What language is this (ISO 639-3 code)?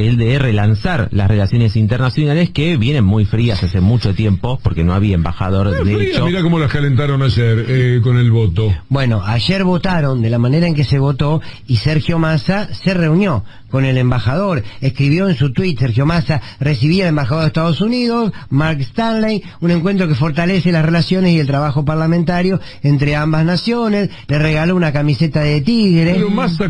spa